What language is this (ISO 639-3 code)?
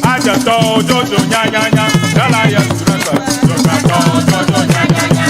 ewe